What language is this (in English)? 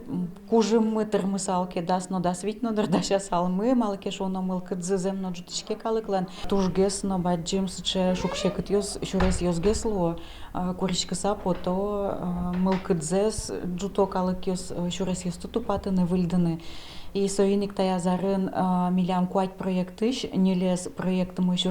Udmurt